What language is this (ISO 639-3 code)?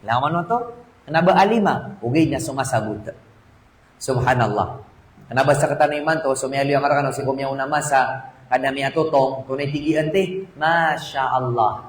mrw